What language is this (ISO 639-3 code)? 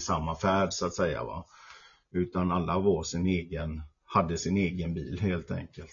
swe